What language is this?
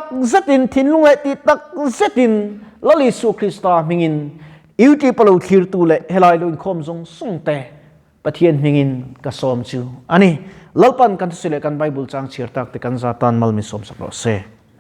Mizo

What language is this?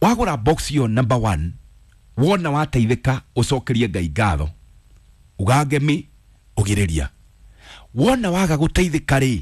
Kikuyu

